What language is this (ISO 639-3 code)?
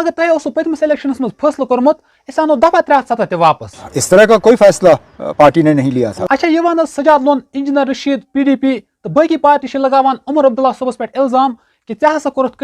kas